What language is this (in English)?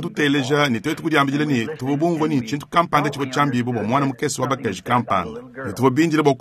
Luba-Lulua